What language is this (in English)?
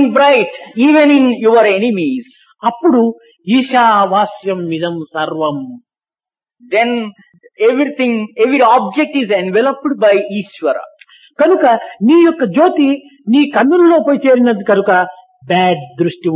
Telugu